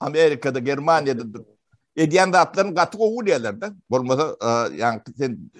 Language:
Turkmen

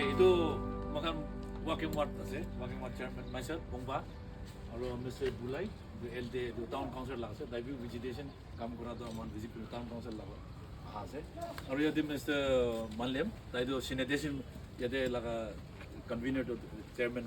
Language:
Naga Pidgin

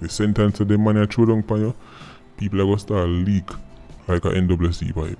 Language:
Jamaican Creole English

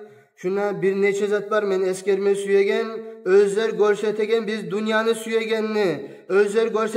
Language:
Kumyk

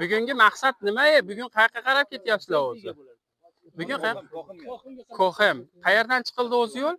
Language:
Uzbek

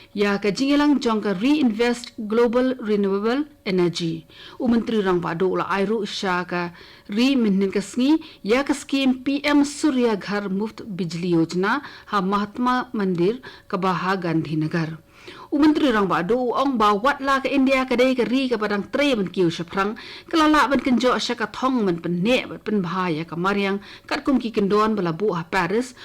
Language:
Khasi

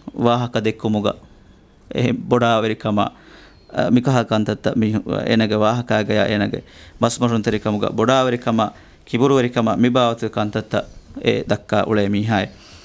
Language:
Divehi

